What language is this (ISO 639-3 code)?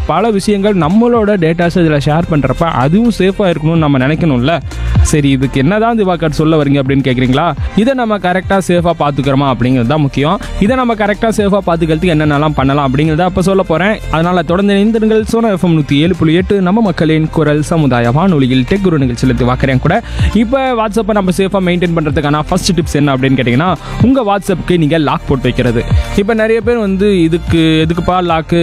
tam